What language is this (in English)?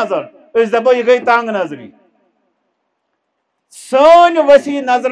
Kashmiri